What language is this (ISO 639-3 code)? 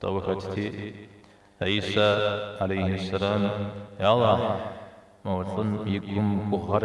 kbd